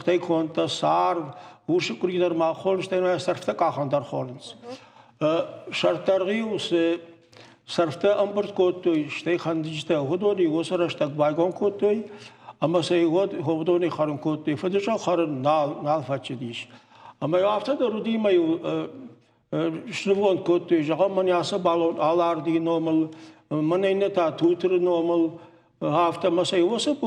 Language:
Ossetic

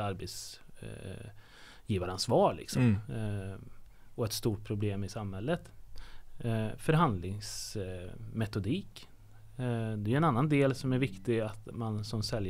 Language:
Swedish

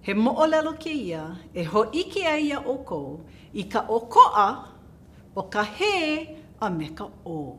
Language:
Hawaiian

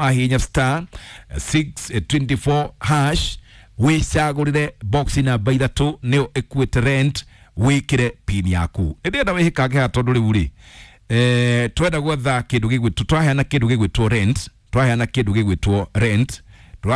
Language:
Kikuyu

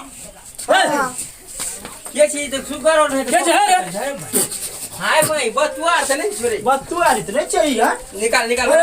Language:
Maithili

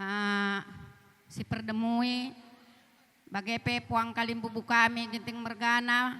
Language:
Batak Karo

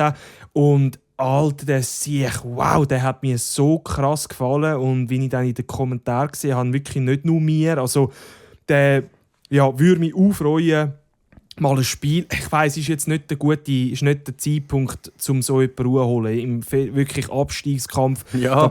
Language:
Swiss German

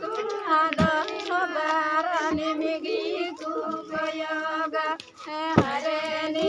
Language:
Santali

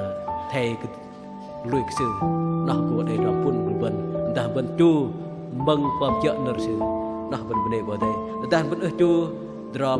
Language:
Bahnar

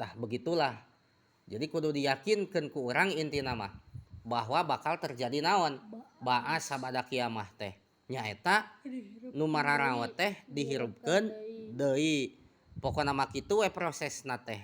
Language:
Sundanese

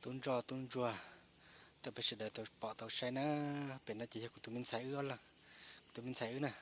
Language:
Hmong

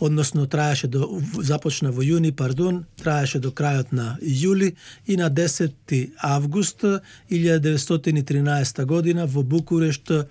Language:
Macedonian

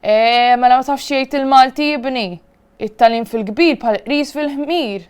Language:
Maltese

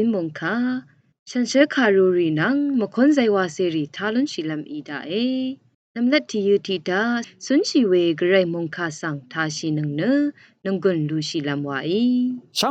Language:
Rawang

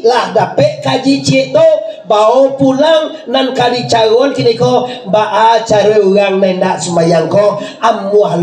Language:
Minangkabau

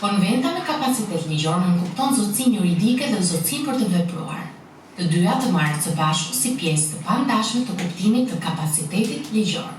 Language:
Albanian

